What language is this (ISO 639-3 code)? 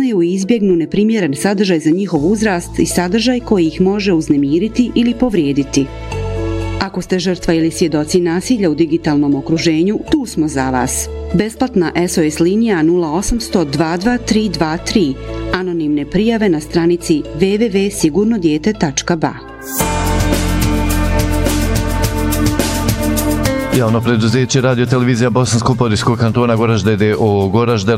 bos